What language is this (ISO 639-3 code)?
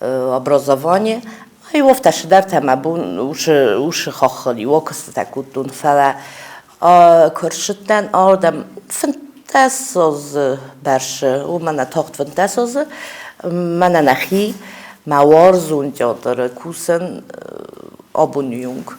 oss